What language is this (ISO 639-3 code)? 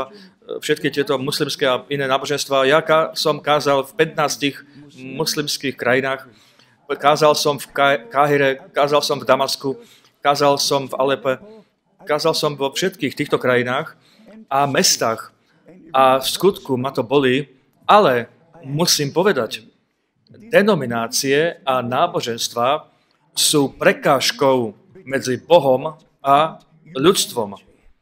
slk